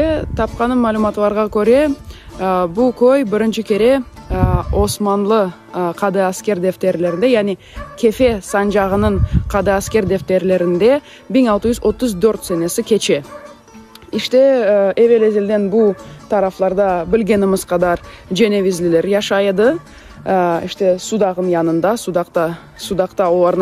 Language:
Crimean Tatar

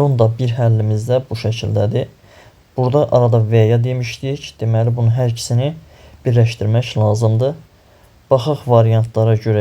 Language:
Azerbaijani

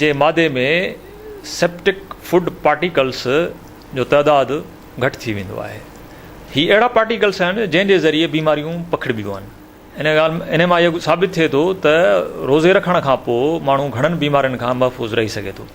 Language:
Sindhi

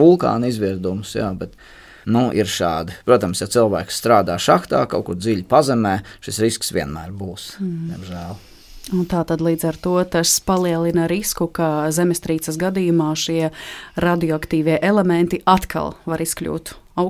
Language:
Latvian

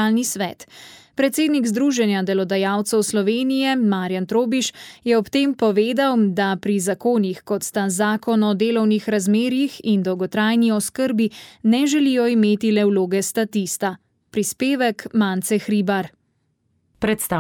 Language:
Slovenian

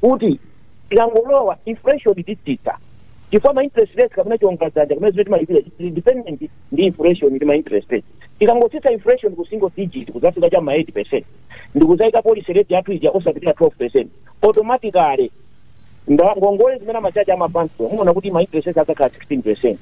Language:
Nyanja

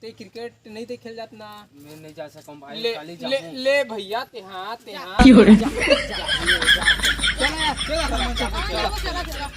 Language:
Chhattisgarhi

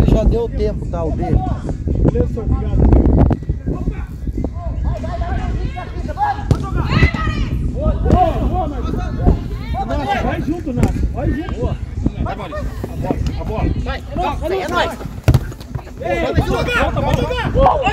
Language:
Portuguese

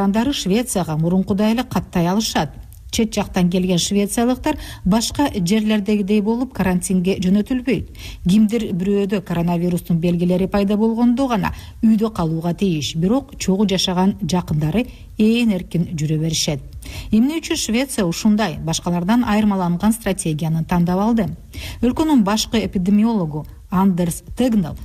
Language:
Kyrgyz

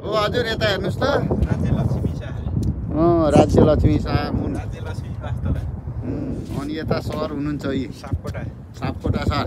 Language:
Nepali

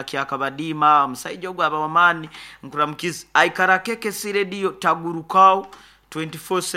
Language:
Nyoro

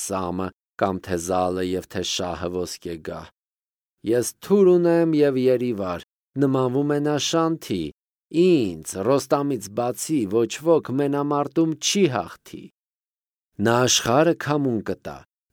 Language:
Armenian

